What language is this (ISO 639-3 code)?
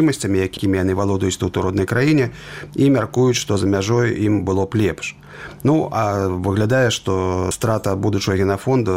bel